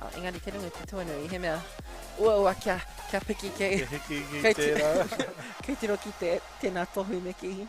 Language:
Māori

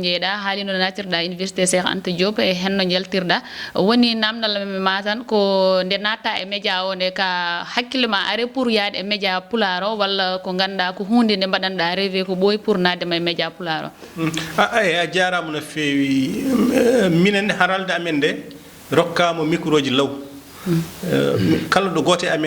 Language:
Fula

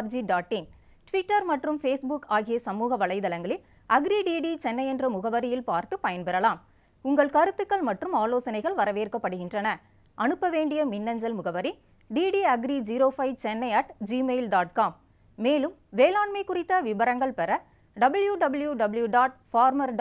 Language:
Tamil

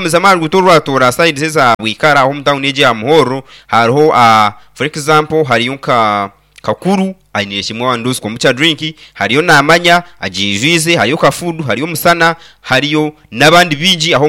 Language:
Nyankole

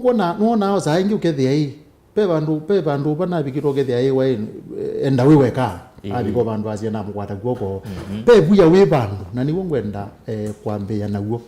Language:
Kamba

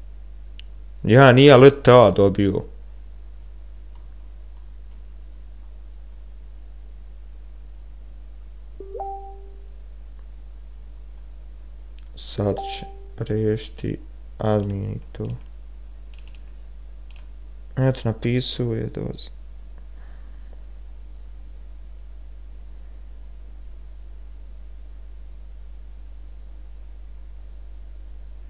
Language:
Bosnian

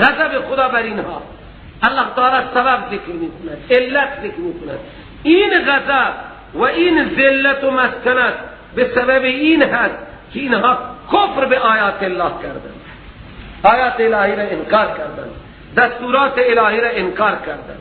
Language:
Persian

